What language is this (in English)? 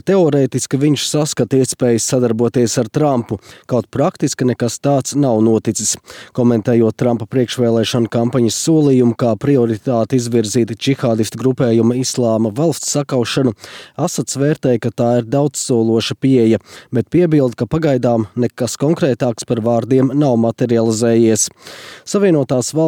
Latvian